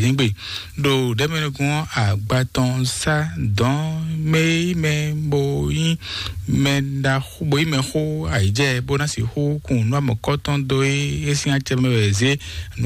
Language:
Fon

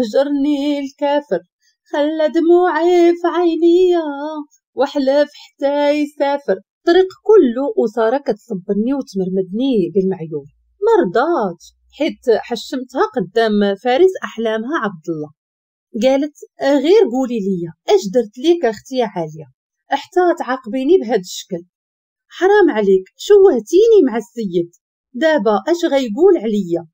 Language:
Moroccan Arabic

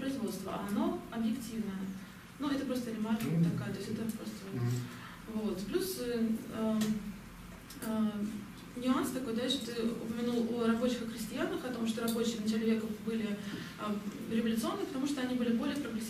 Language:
Russian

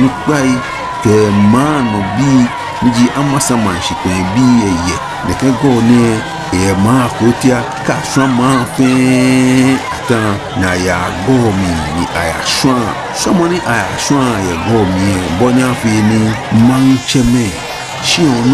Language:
Ga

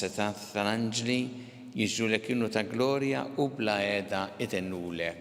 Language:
Maltese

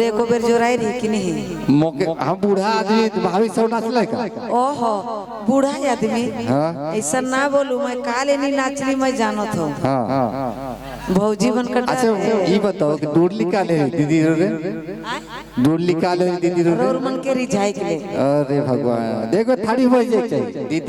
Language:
Sadri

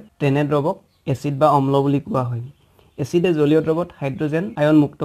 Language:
Assamese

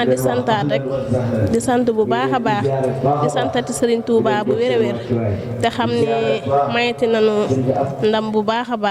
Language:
Wolof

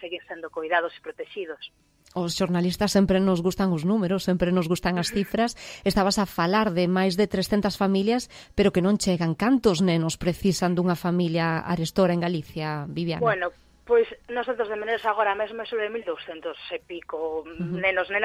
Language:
Galician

